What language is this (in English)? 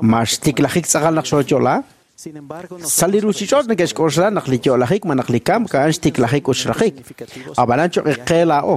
Kekchí